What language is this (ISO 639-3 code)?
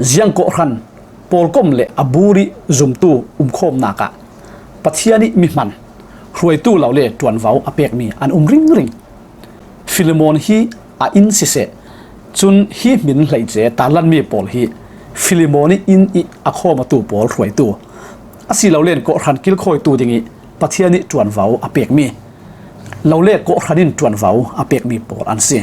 cfm